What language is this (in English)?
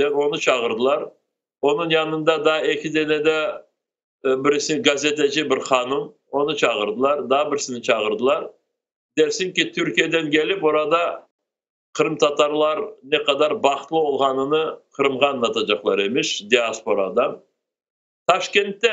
Crimean Tatar